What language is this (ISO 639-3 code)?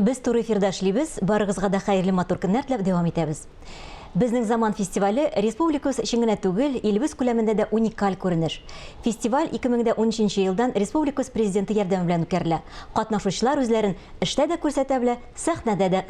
tat